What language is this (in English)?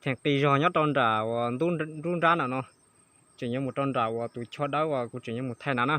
Hmong